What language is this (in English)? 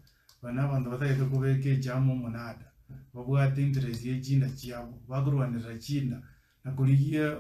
Gusii